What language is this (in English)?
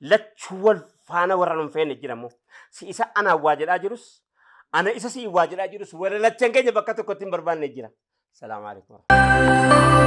Oromo